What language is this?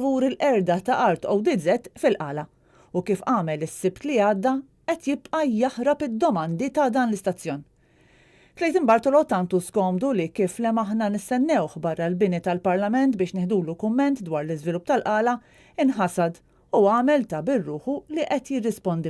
Maltese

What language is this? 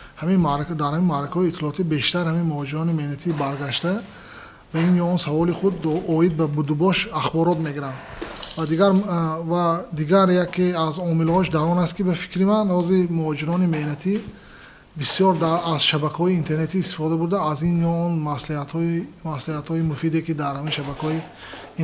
Tajik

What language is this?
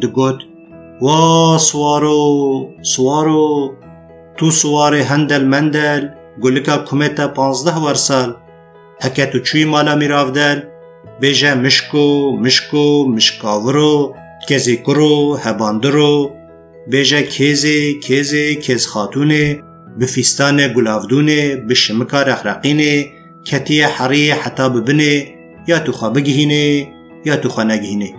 Kurdish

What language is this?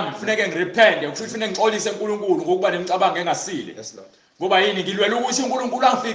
Zulu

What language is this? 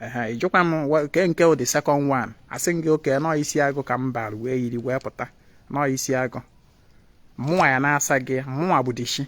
Igbo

